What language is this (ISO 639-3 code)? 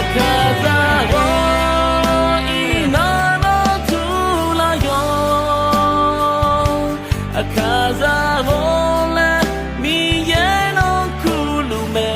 ahk